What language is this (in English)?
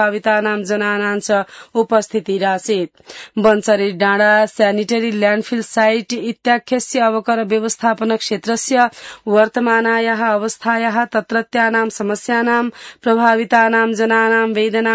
Sanskrit